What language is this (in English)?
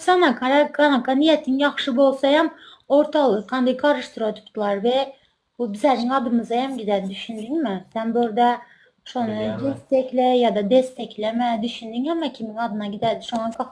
Turkmen